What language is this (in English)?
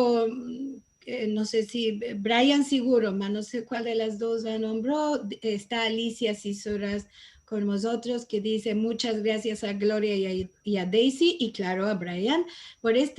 Ladino